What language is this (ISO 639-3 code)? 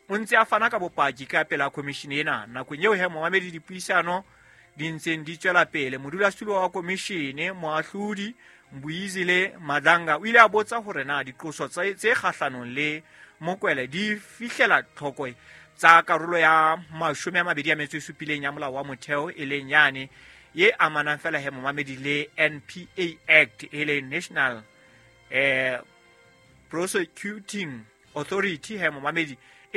sot